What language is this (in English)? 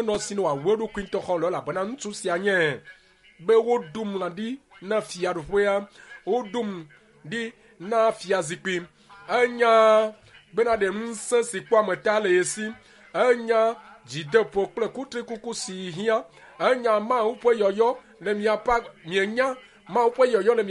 Ewe